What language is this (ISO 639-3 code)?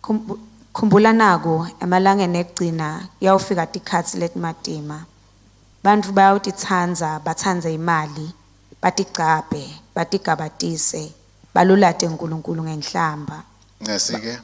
ssw